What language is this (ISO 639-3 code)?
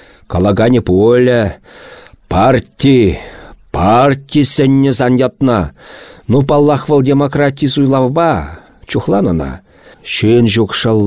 chv